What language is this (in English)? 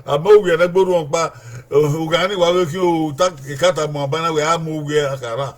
Bini